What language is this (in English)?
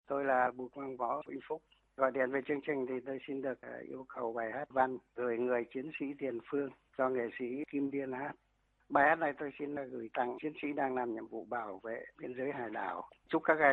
Vietnamese